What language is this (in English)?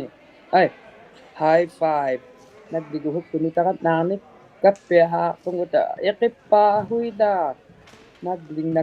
Inuktitut